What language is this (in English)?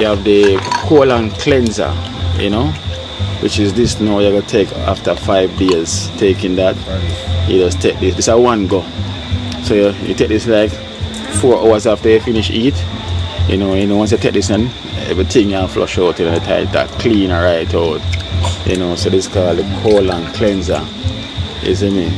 Jamaican Creole English